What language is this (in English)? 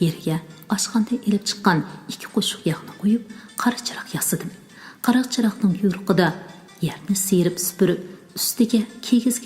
Uyghur